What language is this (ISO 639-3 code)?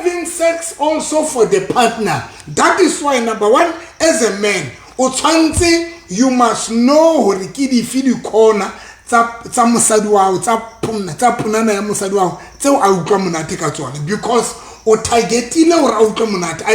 sot